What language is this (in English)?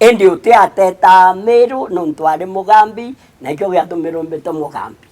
Meru